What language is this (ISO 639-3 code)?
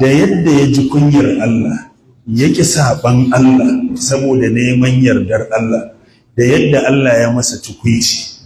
hau